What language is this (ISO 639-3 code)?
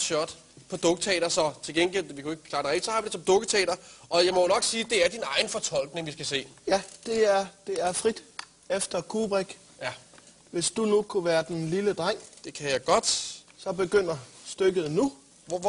dan